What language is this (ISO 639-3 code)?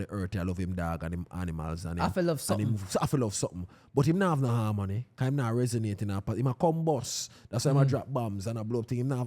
jam